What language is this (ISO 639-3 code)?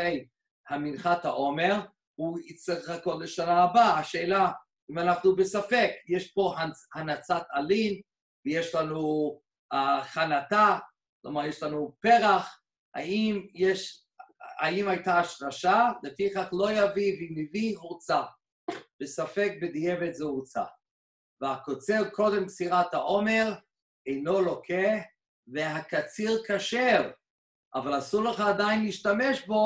heb